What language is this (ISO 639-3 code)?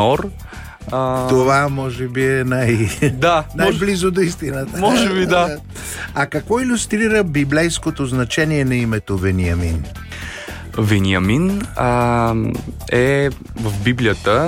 bul